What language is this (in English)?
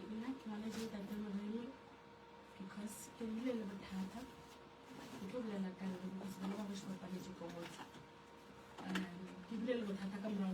Northern Sotho